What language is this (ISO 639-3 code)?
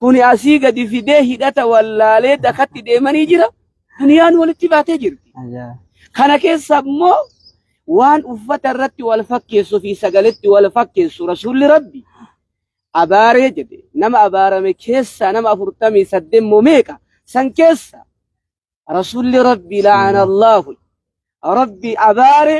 orm